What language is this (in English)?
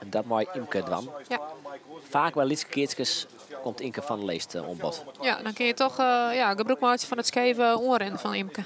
Western Frisian